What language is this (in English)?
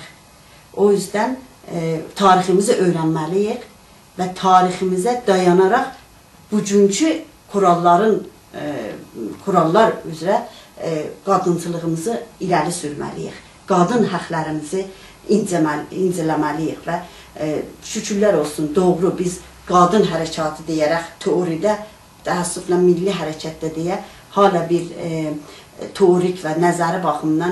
South Azerbaijani